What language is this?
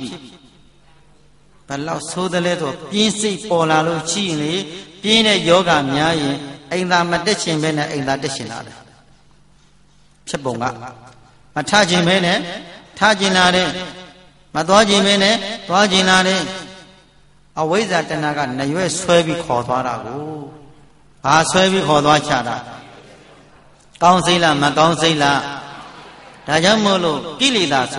Burmese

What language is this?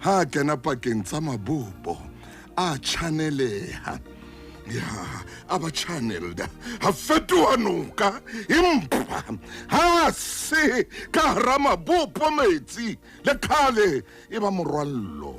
Southern Sotho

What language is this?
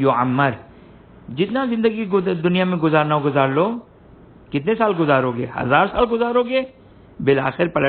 Urdu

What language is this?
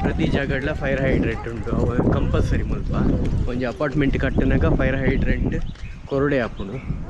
Tulu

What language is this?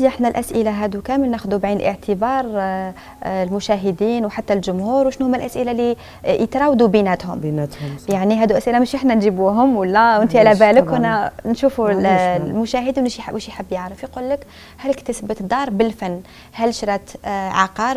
Algerian Arabic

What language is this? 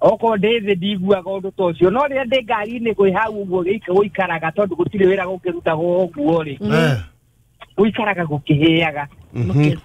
Kikuyu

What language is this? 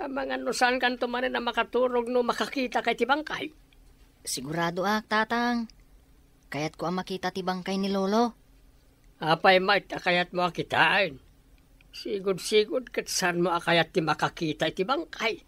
Iloko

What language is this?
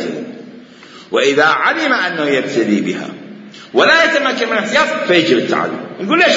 Mesopotamian Arabic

